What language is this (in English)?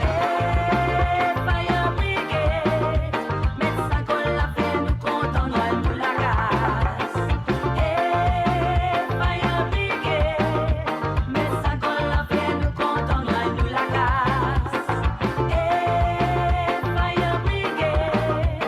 Morisyen